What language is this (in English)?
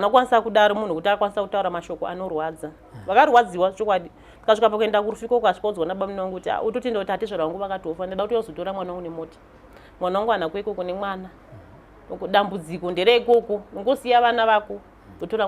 Shona